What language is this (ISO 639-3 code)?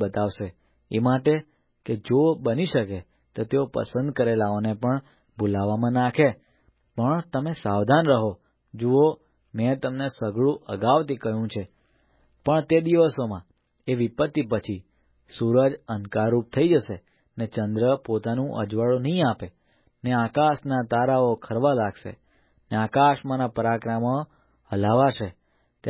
guj